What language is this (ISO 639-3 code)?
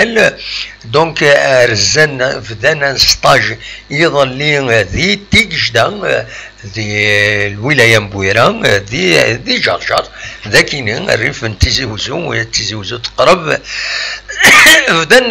kab